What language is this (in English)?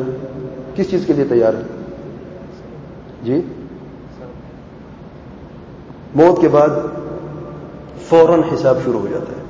Urdu